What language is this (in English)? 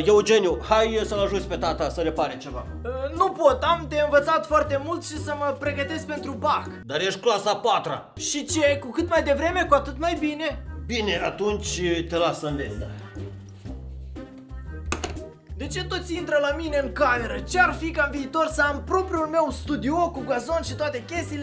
Romanian